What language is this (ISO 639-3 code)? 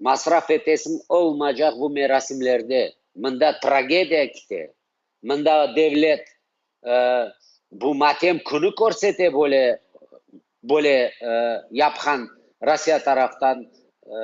crh